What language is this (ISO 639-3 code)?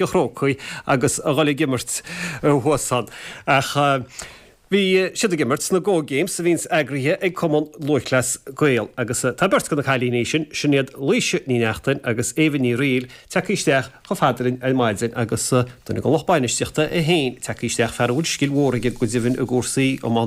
gle